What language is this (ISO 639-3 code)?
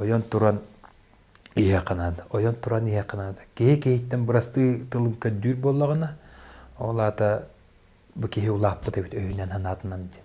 sah